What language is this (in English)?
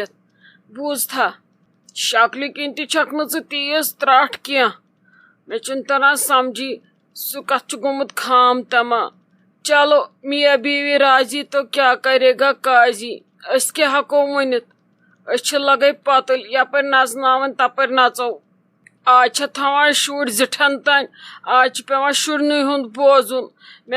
Kashmiri